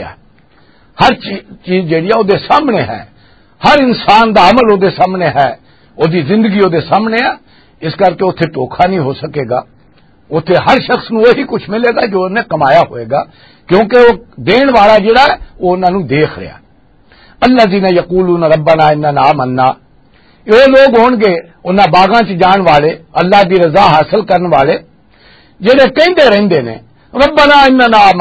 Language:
Western Panjabi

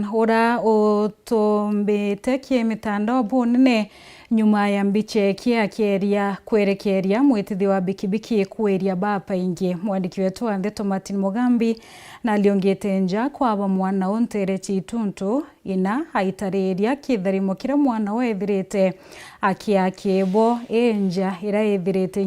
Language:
Meru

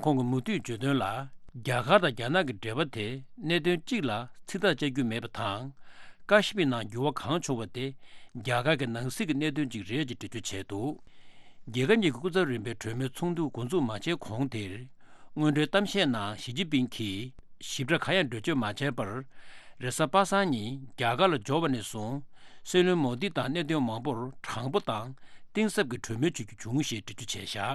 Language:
Tibetan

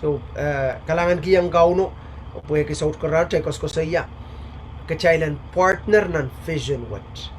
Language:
Pohnpeian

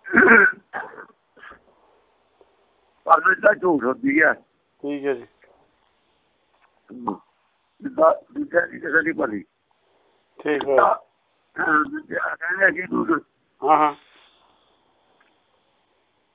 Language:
Punjabi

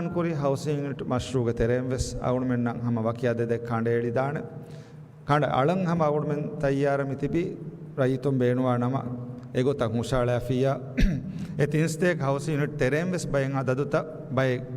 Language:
Divehi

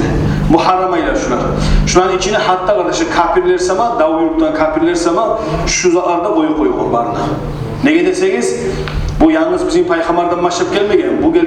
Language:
Kumyk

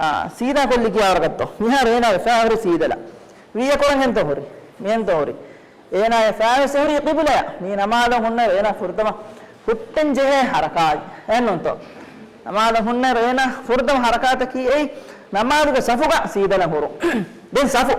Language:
Divehi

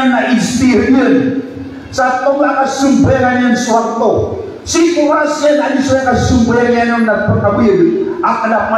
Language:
Maranao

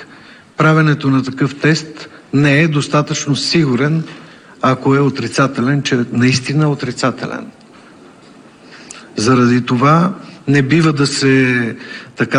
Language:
Bulgarian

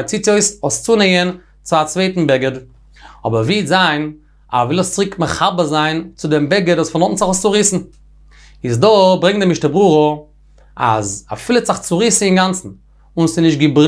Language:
Yiddish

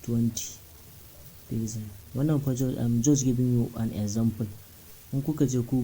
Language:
Hausa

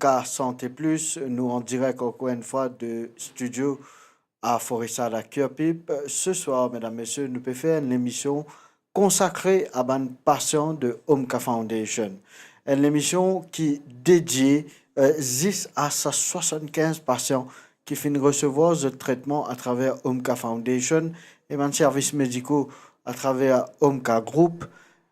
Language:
Morisyen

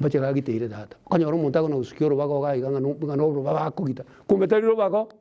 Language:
Gusii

